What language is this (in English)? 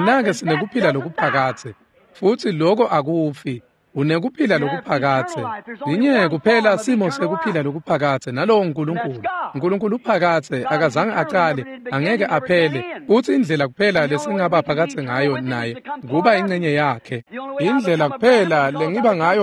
Swati